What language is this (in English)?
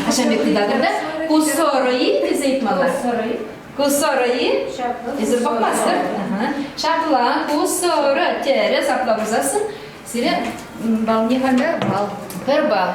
Chuvash